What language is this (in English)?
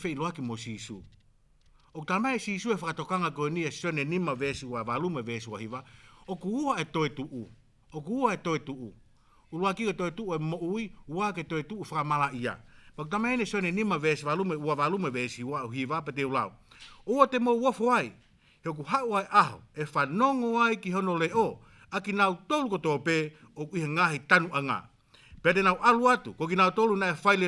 Tongan